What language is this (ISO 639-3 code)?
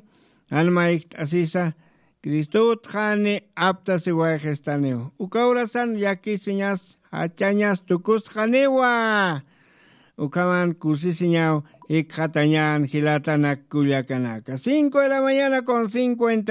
aym